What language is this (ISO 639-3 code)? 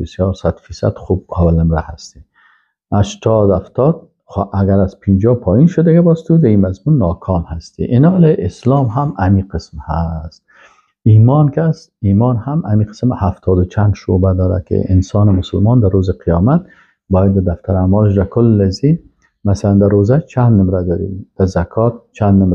fas